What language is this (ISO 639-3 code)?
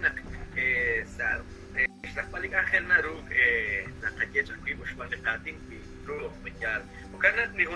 kek